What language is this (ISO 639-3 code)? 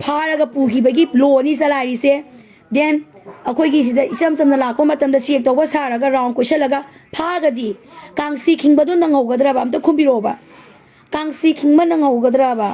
mni